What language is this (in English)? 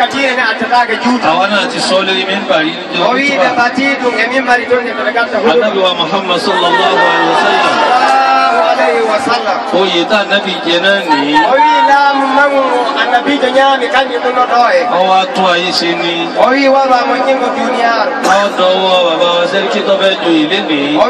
Yoruba